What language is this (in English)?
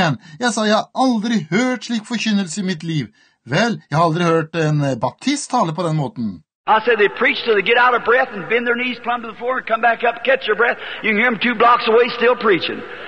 Norwegian